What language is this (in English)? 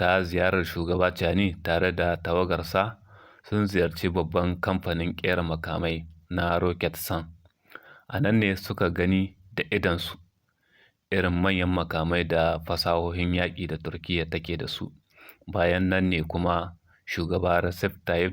Hausa